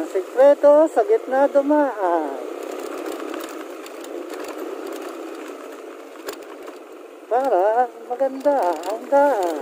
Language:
Filipino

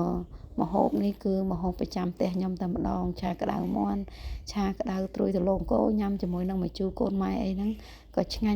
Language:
Khmer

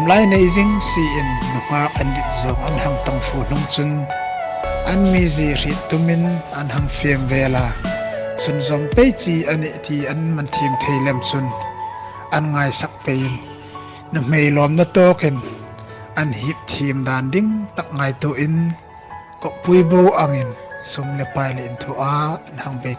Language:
Hmar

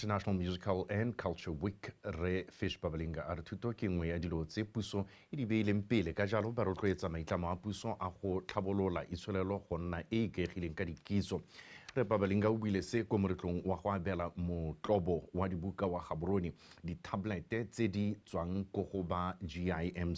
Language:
Tswana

